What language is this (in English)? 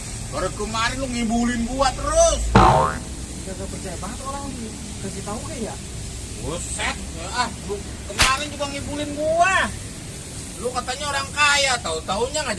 Betawi